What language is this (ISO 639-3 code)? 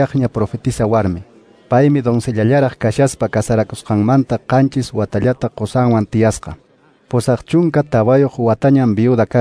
que